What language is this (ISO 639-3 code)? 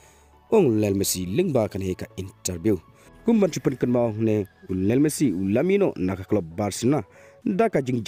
kha